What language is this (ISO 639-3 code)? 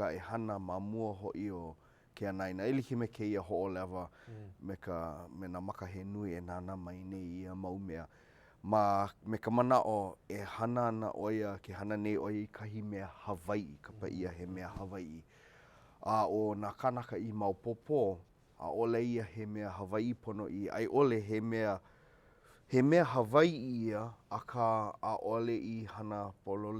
haw